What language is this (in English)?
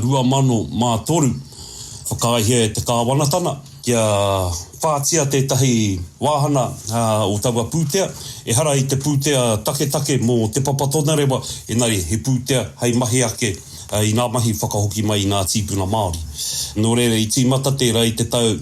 Māori